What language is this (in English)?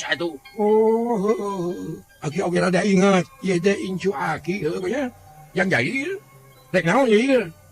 Sundanese